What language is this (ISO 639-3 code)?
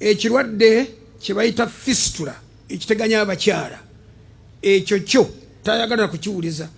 lug